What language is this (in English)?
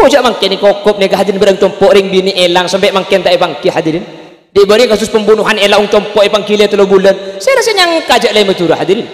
Madurese